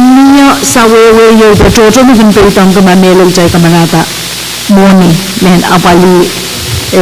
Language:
Pohnpeian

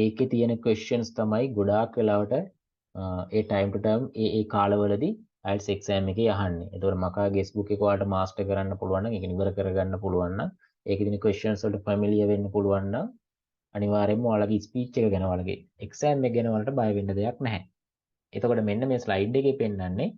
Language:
Sinhala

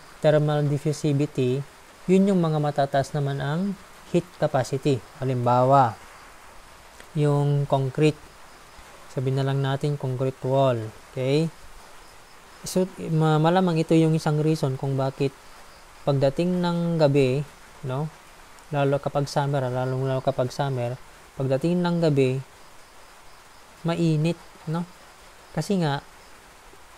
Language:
Filipino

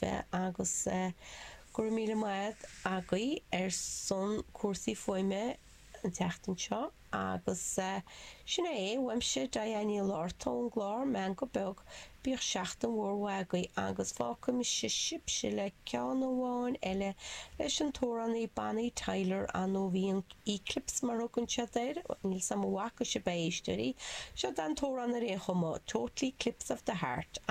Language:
Irish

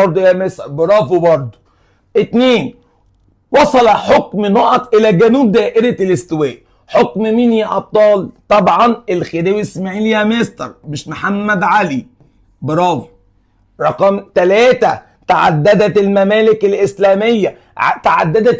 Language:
Egyptian Arabic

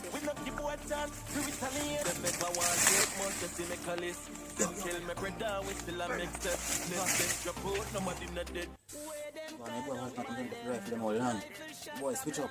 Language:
Jamaican Creole English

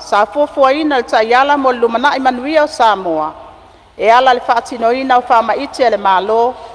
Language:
Samoan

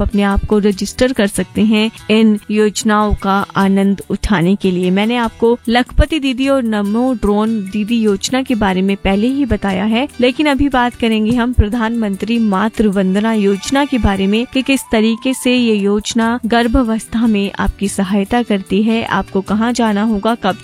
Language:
Hindi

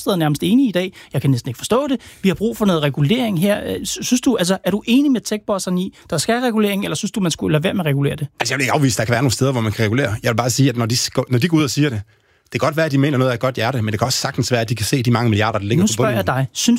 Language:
Danish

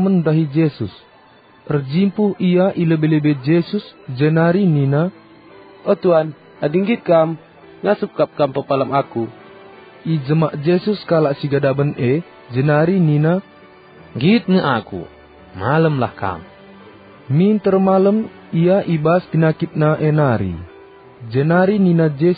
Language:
Batak Karo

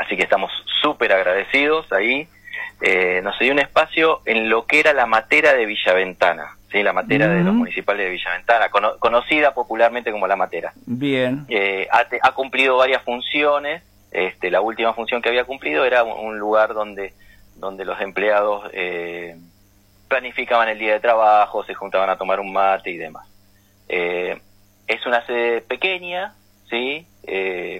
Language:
Spanish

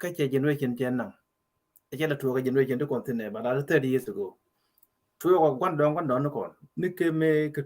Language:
Nuer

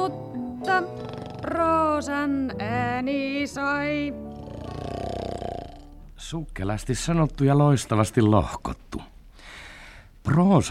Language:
Finnish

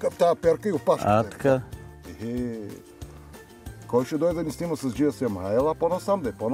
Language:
Bulgarian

